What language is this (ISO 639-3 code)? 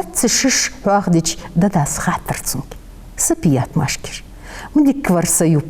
inh